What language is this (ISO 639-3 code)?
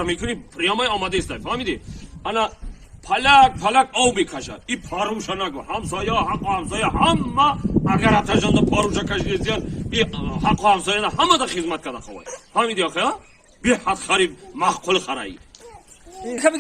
tgk